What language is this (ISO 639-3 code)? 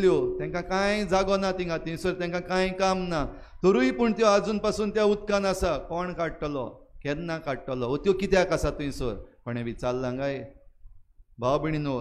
kok